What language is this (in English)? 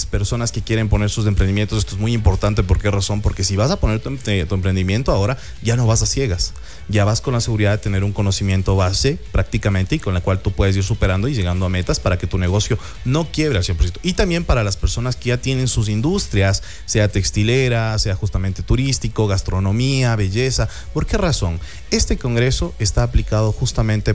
Spanish